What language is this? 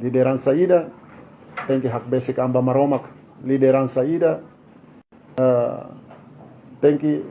Tetum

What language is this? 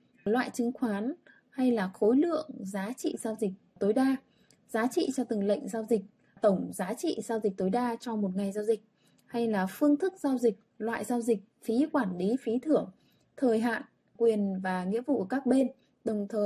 Vietnamese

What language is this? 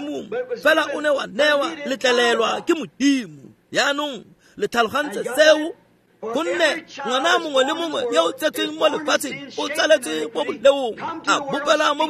Tswana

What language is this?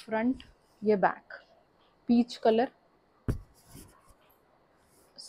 Hindi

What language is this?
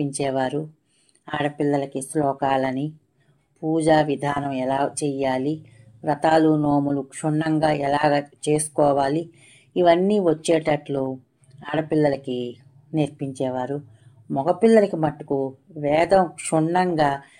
Telugu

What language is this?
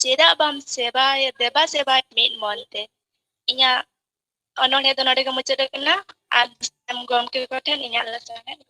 Santali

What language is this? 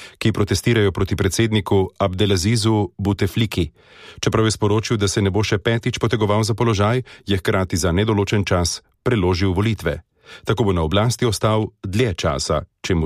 Slovenian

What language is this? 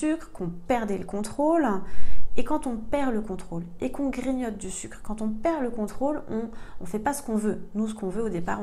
French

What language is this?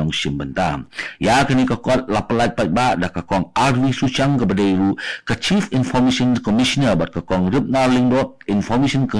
Khasi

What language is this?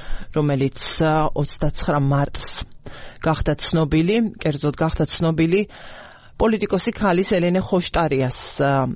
Georgian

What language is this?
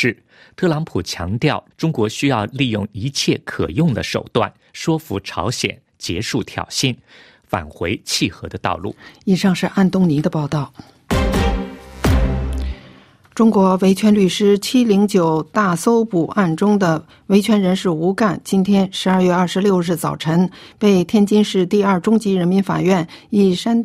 Chinese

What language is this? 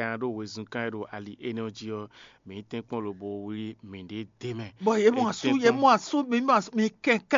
Fon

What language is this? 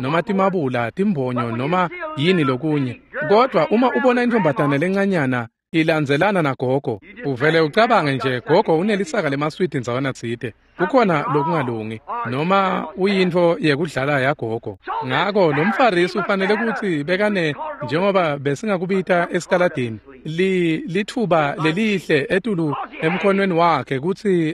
Swati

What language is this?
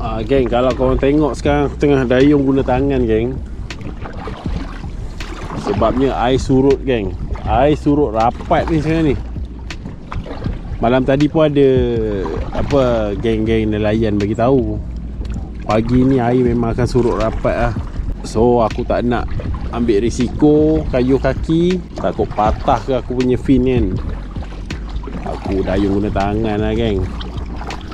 Malay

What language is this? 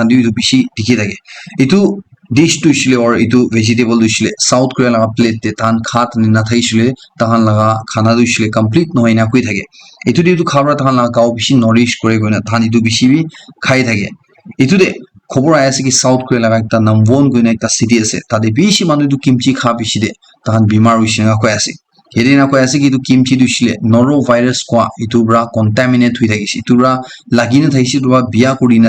Naga Pidgin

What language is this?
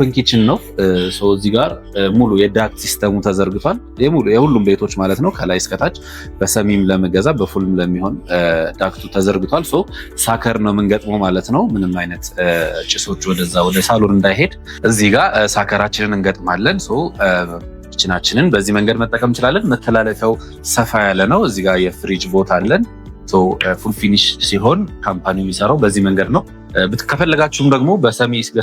Amharic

